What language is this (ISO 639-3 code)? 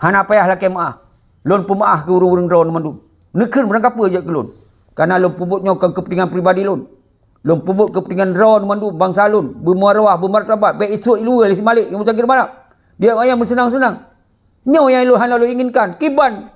ace